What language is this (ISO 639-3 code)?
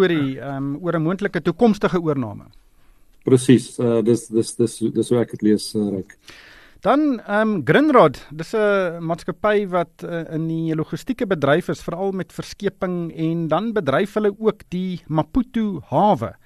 afr